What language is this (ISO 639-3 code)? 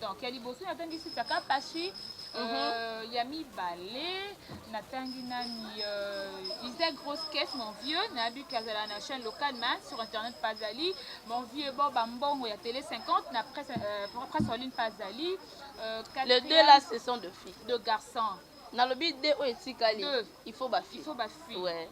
lin